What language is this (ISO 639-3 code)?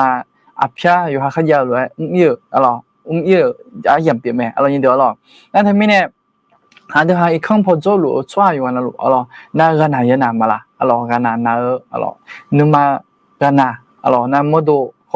ahk